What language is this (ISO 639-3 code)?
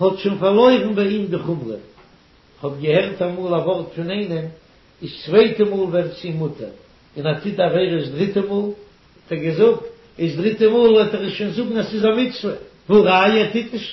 yid